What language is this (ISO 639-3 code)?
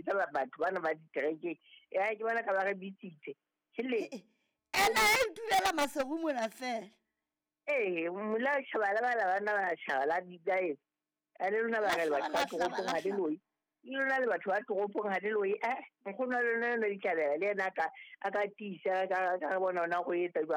sot